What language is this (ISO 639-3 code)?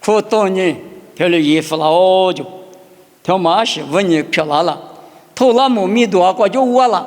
lis